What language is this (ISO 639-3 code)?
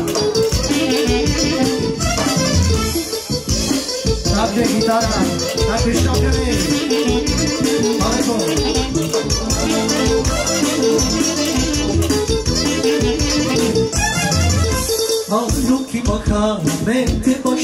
hrv